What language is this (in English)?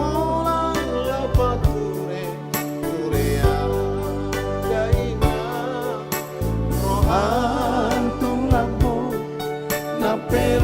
Batak Toba